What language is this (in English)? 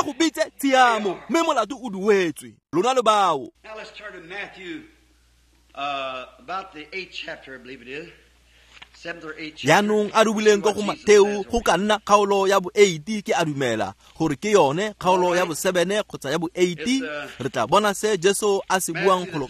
Tswana